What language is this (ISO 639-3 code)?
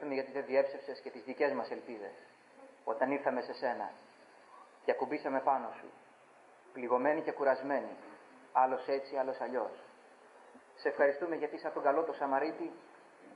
ell